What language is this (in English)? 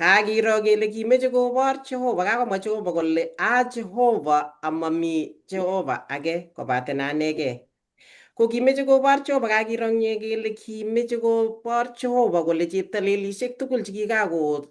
Kalenjin